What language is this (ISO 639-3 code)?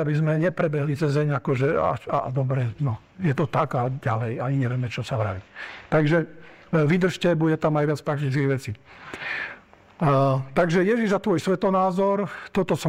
slk